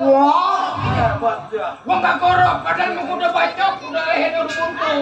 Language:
Betawi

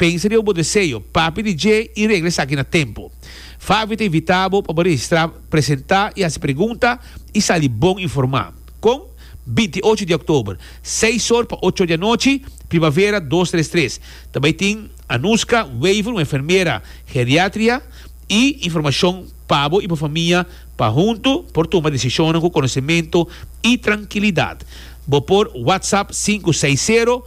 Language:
Papiamento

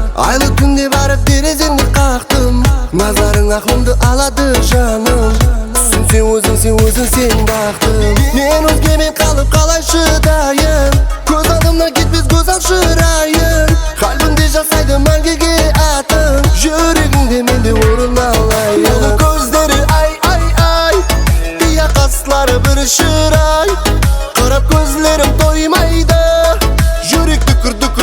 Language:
Kara-Kalpak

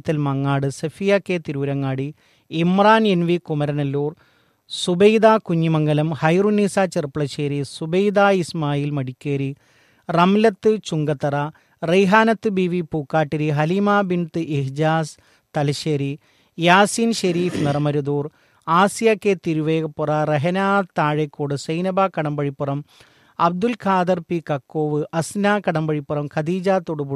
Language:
Malayalam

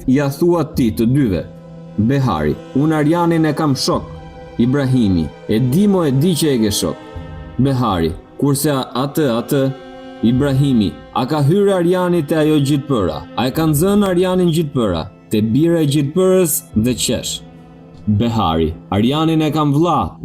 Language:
Albanian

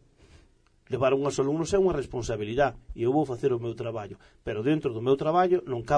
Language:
Galician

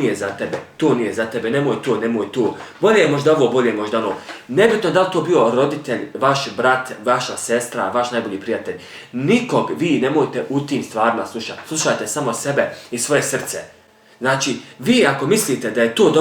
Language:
Bosnian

